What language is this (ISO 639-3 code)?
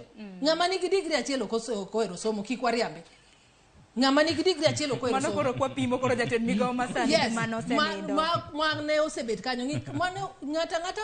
luo